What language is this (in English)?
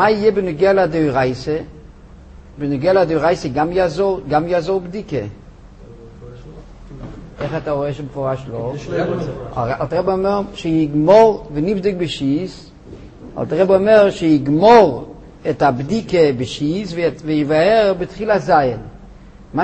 Hebrew